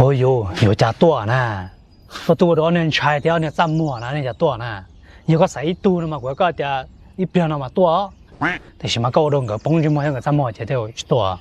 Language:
Hmong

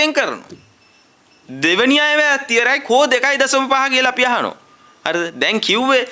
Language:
Sinhala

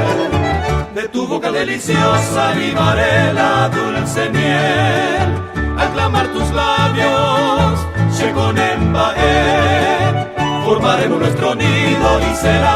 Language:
Guarani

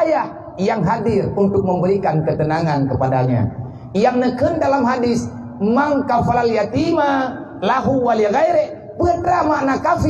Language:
Achinese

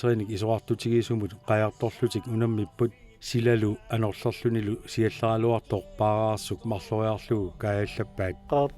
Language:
Kalaallisut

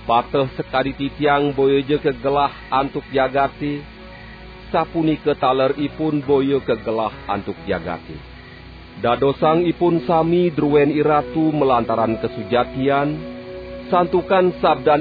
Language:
Balinese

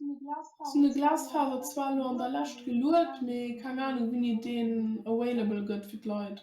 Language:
Luxembourgish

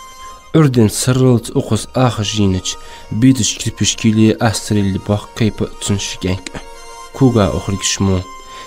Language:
Ingush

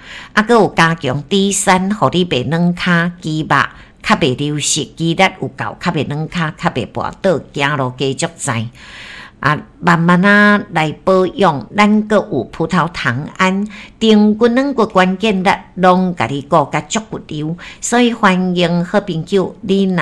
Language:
Min Nan Chinese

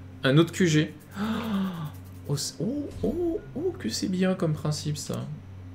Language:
French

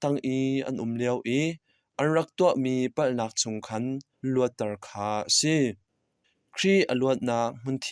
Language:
Hakha Chin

